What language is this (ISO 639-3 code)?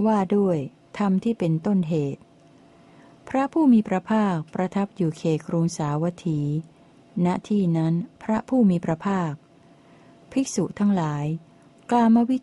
tha